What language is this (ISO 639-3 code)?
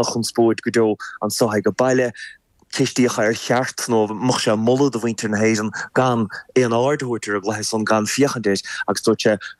gle